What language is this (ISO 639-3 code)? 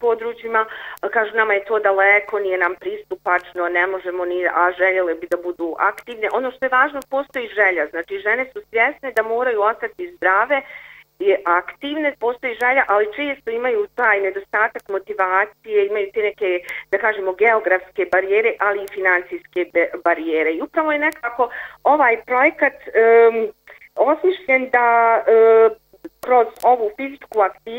bos